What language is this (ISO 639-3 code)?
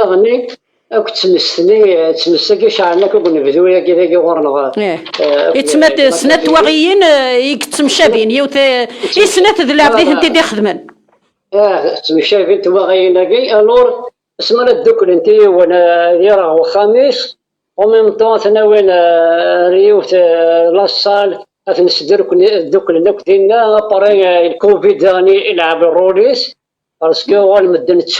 kab